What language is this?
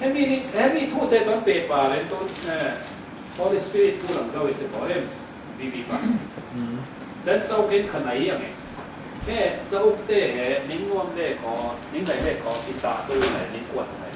Falam Chin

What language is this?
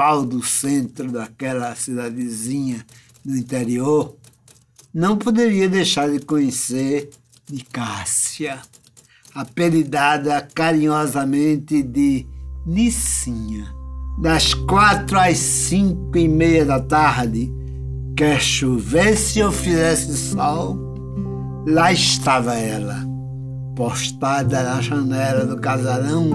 Portuguese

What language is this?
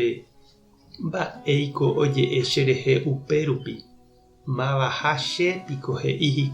Guarani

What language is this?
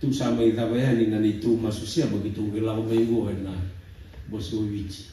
Fijian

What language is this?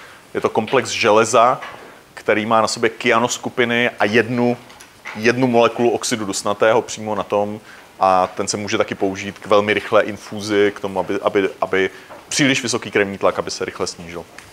Czech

